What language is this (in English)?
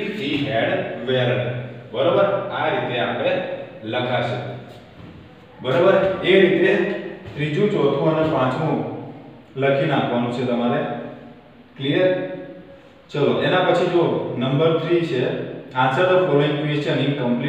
Gujarati